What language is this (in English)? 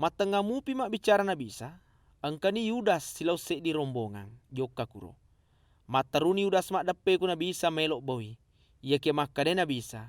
Buginese